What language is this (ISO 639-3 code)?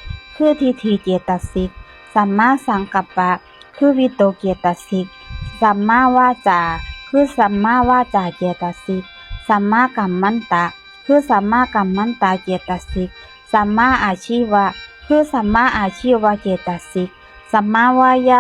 tts